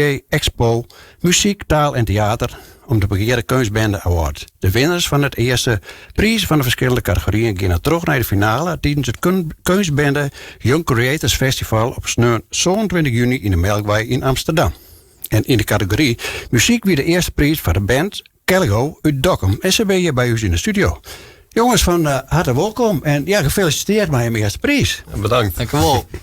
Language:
Western Frisian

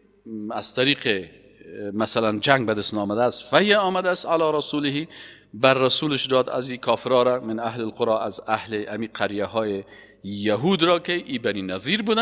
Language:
Persian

